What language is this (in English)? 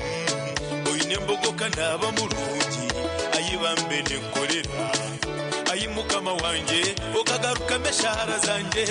Nyankole